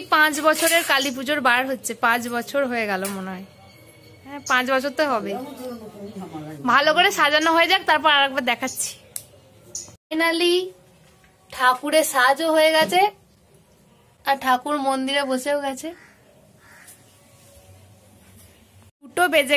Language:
Bangla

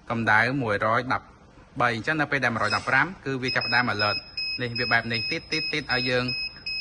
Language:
Khmer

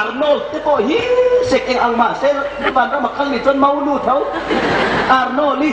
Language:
Hmar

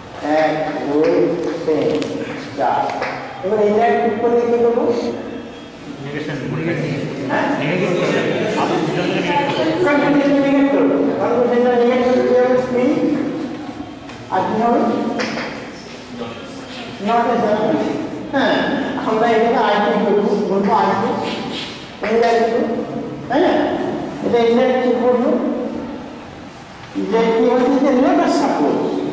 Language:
Bangla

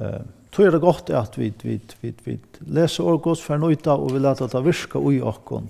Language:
Faroese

